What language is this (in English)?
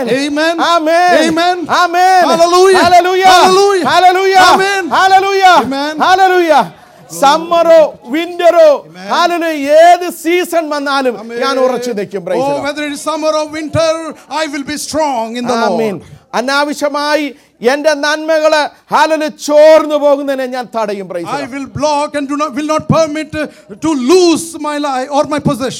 Malayalam